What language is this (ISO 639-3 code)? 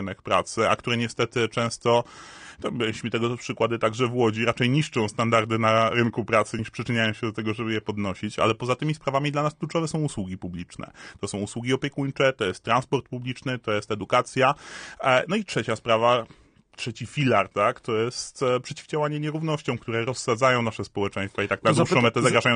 pol